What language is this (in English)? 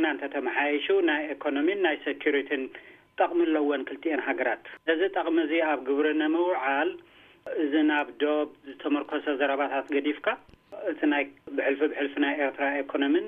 Tigrinya